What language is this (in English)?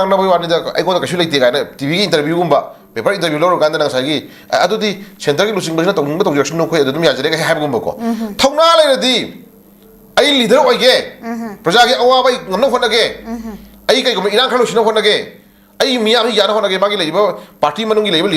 Manipuri